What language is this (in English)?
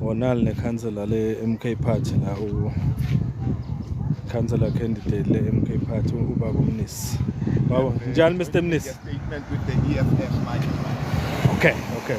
Zulu